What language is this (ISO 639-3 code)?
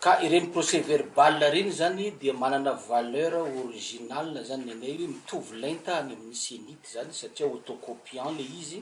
mlg